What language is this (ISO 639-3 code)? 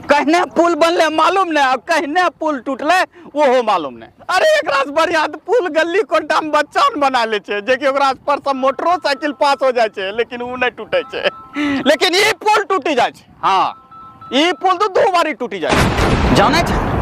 anp